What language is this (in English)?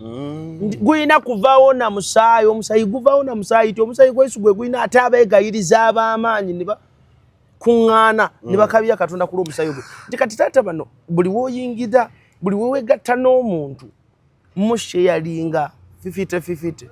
Ganda